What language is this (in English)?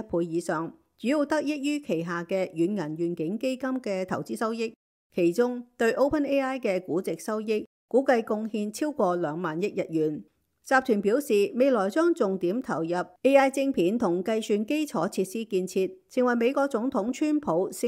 Cantonese